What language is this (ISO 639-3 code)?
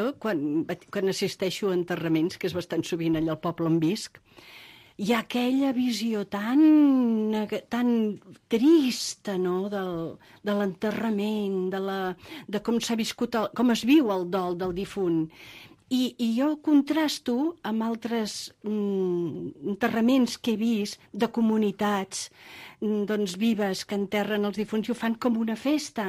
cat